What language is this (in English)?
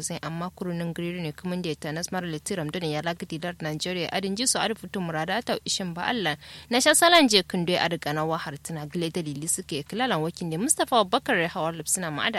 Kanuri